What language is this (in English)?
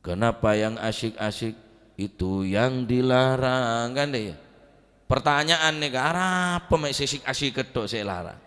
Madurese